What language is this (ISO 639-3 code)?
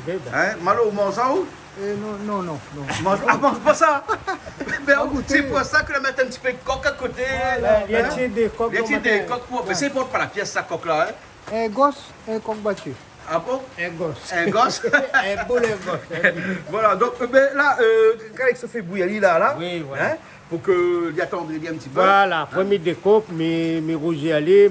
rcf